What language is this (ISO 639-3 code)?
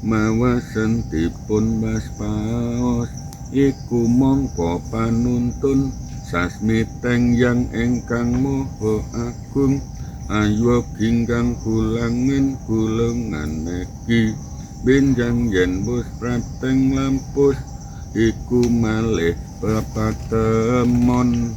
jav